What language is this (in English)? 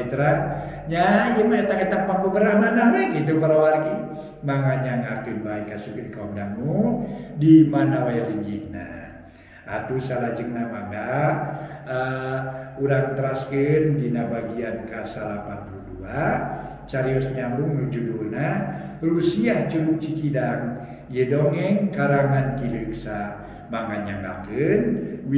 Sundanese